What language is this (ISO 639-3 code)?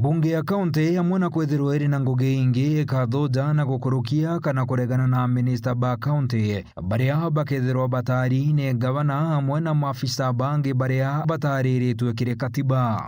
mer